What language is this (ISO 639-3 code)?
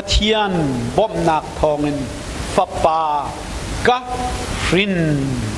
cnh